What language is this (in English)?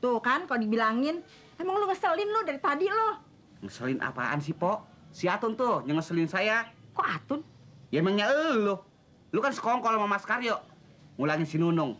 Betawi